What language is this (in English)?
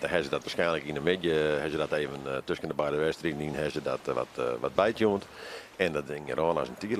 Western Frisian